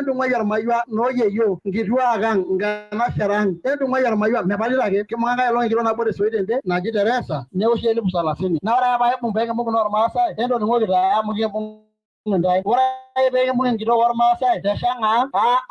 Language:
Masai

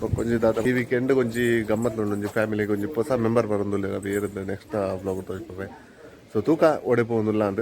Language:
Tulu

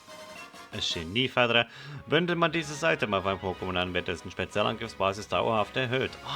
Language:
Swiss German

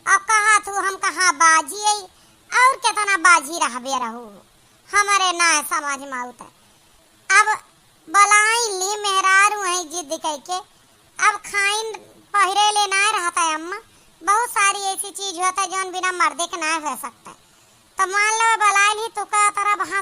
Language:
Awadhi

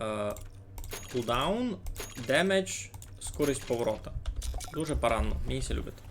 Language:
Rusyn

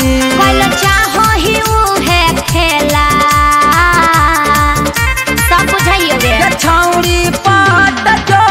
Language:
Bhojpuri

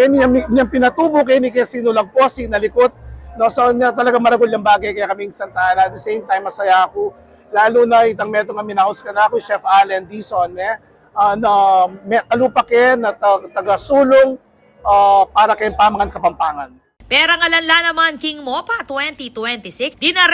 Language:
Pampanga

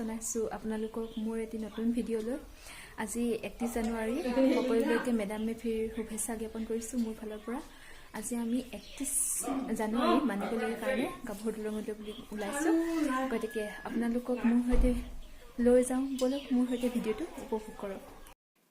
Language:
Assamese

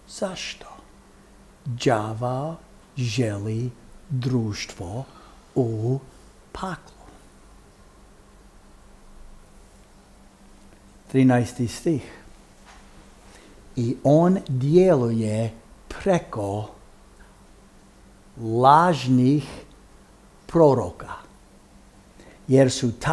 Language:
Croatian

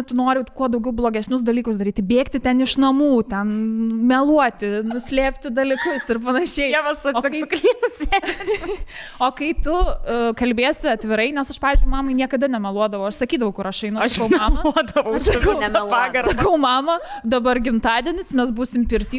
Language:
Lithuanian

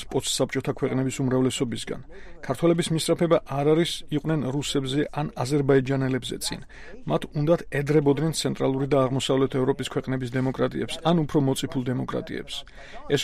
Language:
Georgian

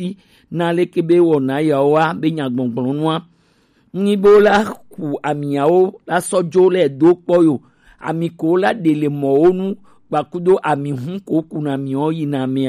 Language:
Gen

